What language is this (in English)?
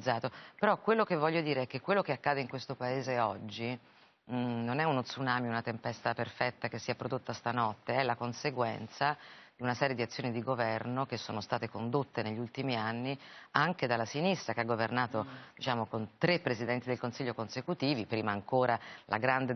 Italian